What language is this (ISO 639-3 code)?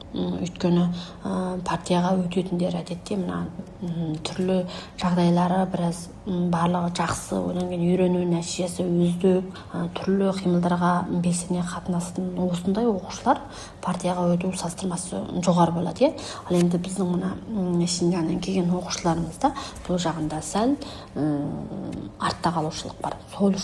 kaz